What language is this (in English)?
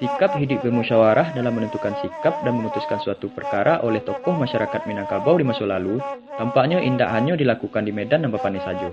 Minangkabau